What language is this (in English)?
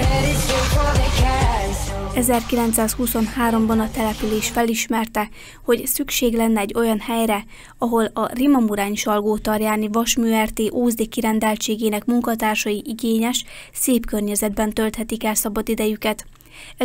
Hungarian